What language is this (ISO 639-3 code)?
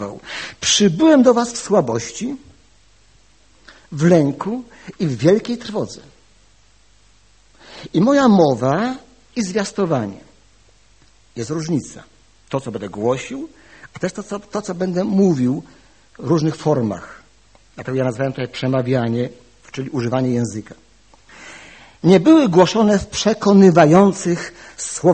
pol